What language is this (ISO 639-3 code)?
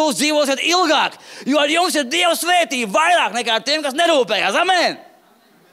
lav